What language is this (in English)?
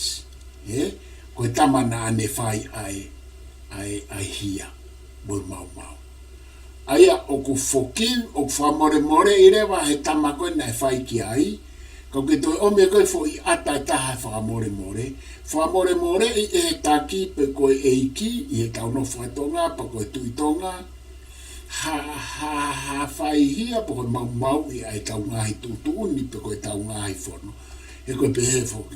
Tongan